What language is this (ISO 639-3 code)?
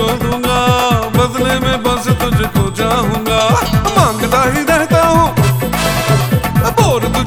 hin